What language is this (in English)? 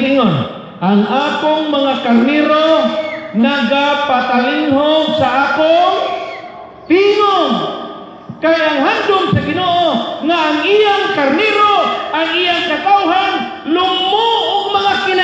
Cebuano